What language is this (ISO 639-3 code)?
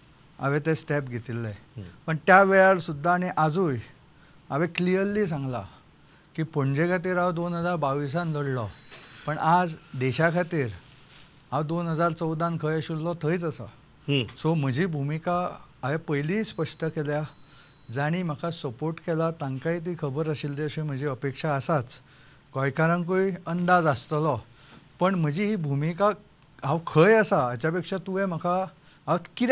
kok